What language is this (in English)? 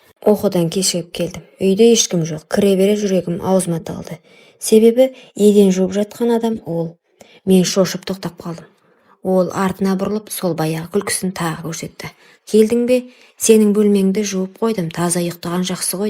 Kazakh